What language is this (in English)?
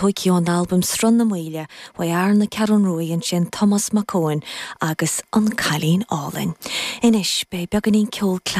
Irish